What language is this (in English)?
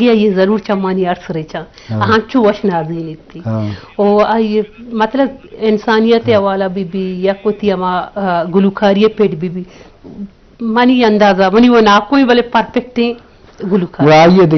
Eastern Balochi